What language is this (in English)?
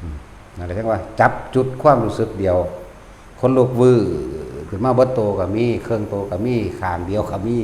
Northeastern Thai